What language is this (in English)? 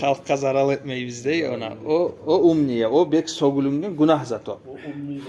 Kumyk